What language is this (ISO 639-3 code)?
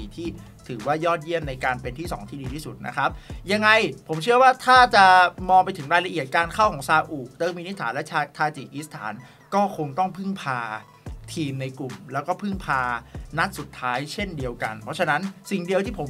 tha